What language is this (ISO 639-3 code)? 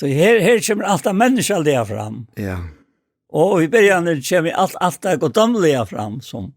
fao